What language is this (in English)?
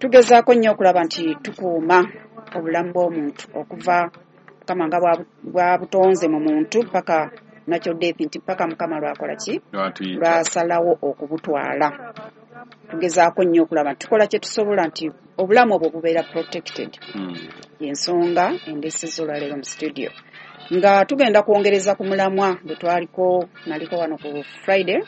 Ganda